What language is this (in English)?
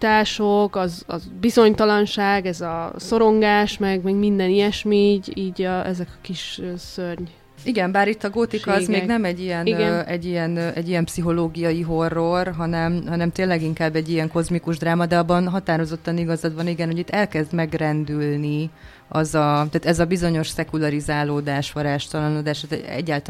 Hungarian